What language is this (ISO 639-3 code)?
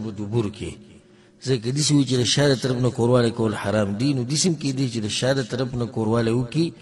pus